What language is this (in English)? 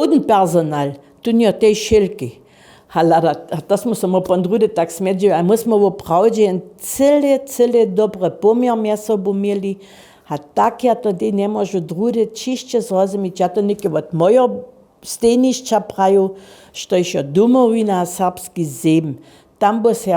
Upper Sorbian